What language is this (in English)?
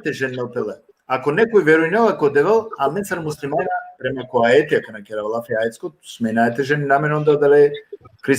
Balkan Romani